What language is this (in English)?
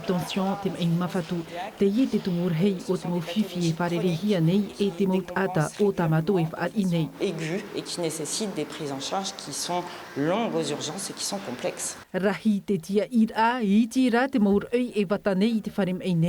Tahitian